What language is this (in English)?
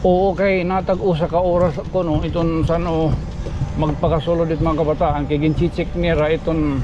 Waray